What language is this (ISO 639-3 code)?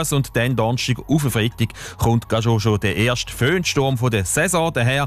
gsw